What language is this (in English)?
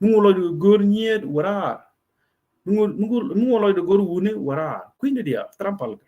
Nuer